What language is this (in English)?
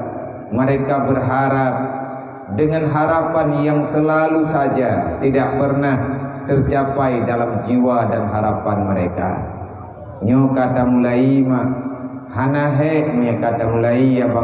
Achinese